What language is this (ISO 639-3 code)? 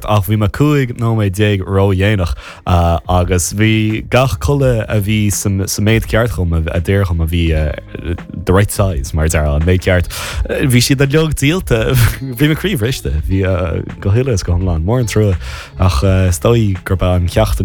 gle